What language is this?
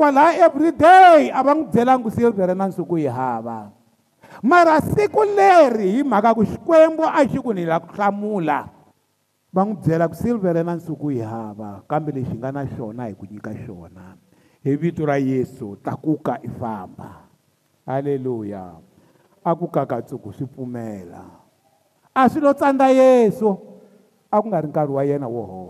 Tsonga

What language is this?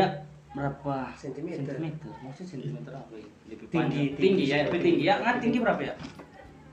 Manado Malay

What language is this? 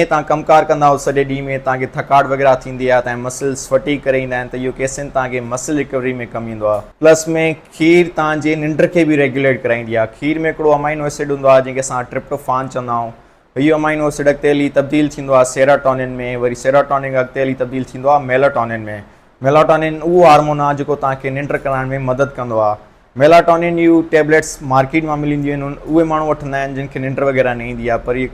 Sindhi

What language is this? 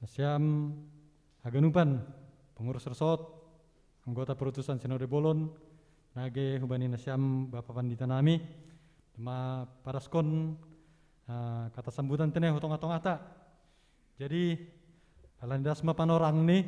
Batak Simalungun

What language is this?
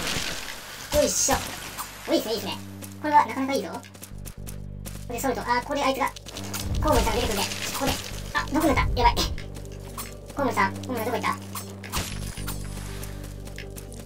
Japanese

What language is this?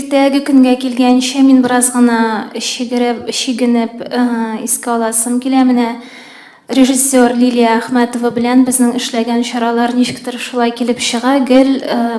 Tatar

